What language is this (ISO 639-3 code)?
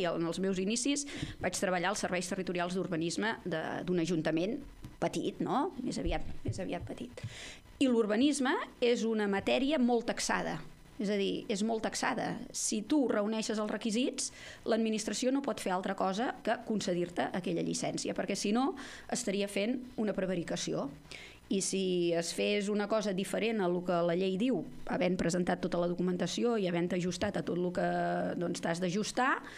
cat